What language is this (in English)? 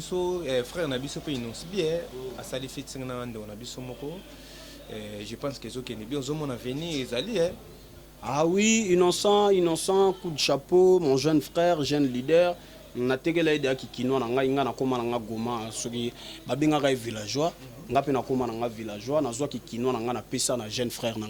Lingala